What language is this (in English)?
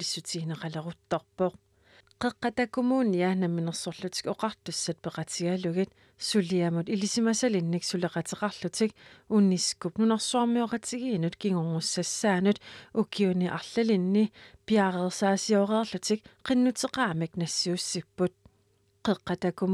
Kalaallisut